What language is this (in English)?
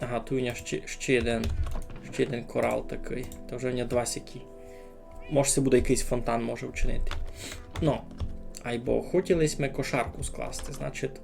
Rusyn